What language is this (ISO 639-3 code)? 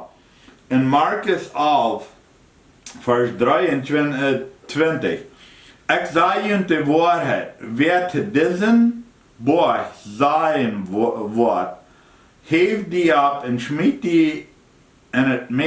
pdt